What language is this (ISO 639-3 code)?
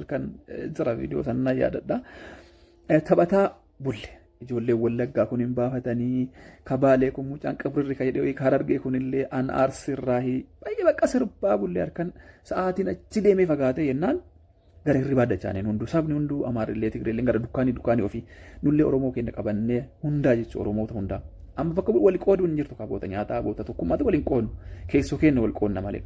orm